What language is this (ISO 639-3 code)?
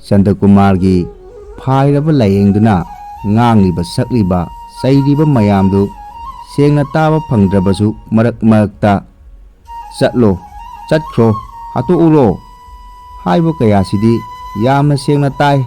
mni